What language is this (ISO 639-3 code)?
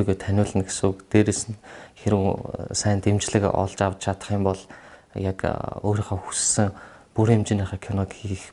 mon